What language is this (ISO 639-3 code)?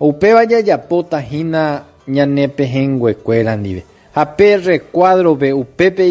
grn